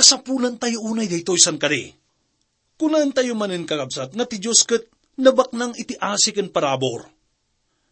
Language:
Iloko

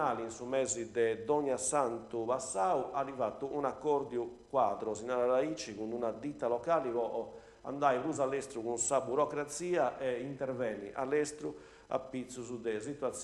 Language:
Sardinian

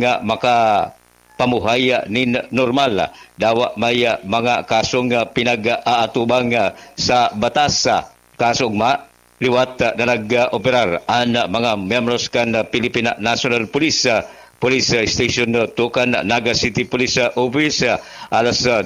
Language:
Bikol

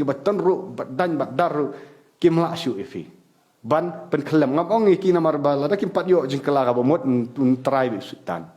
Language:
Khasi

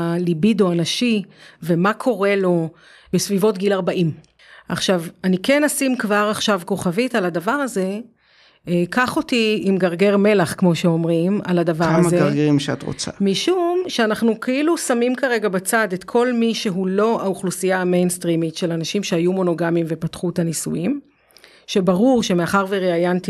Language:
Hebrew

